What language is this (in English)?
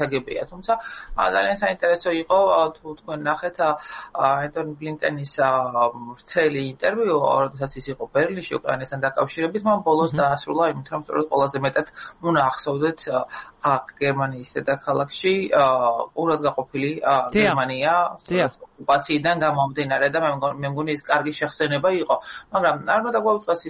Georgian